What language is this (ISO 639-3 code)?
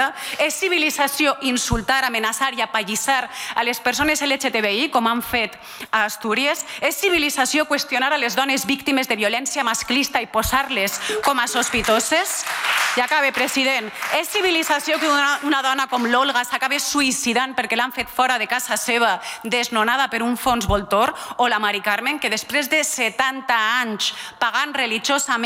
cat